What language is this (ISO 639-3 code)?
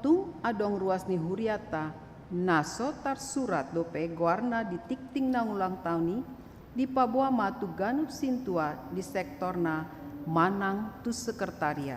bbc